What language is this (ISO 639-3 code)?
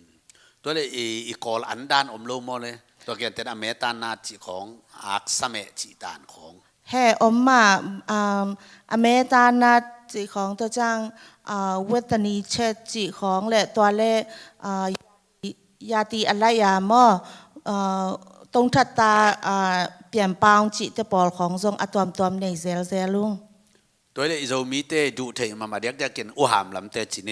ctd